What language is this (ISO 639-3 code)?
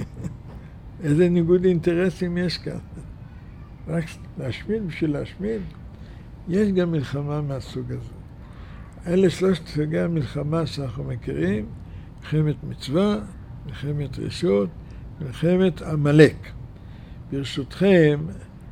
heb